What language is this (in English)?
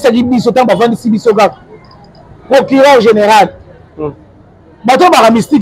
Lingala